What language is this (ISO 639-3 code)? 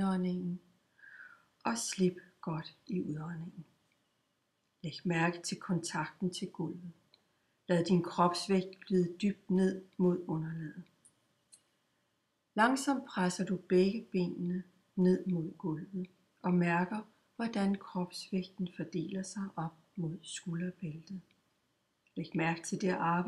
dan